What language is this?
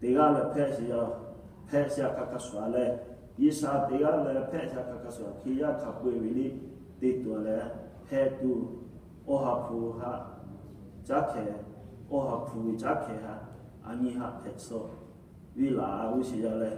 Lahu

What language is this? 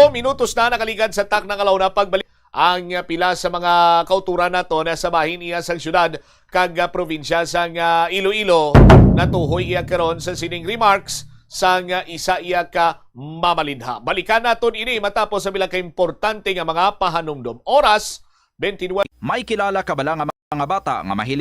Hiligaynon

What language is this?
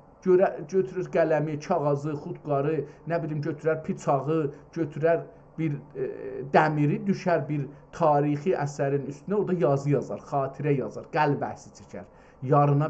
South Azerbaijani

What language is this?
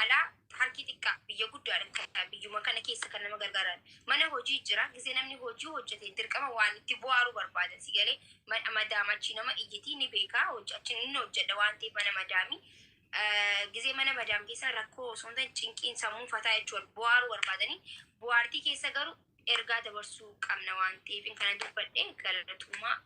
Oromo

